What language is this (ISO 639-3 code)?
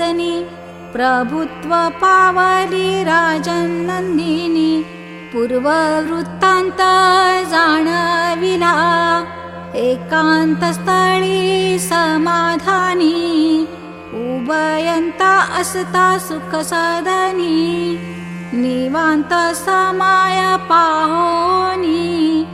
mar